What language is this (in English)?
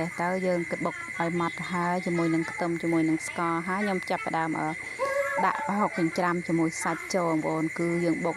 Khmer